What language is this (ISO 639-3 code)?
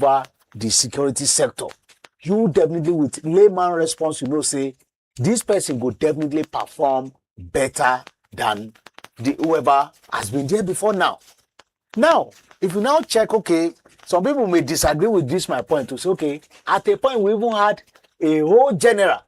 pcm